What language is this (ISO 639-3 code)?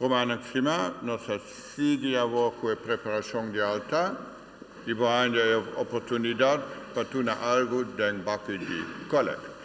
pap